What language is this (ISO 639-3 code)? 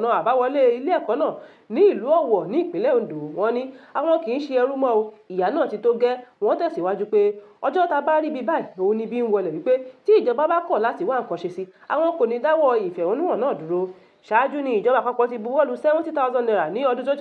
yor